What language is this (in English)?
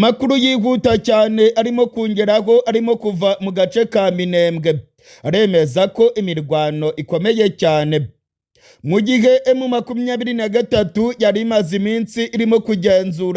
Kinyarwanda